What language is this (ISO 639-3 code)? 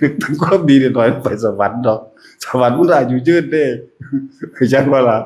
tts